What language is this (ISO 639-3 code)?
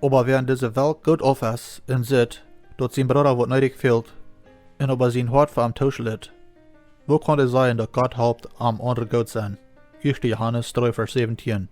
pdt